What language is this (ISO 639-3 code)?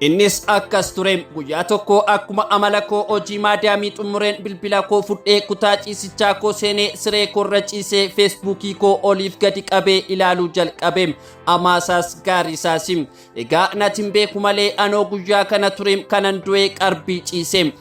orm